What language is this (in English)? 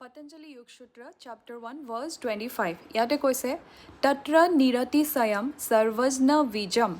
Assamese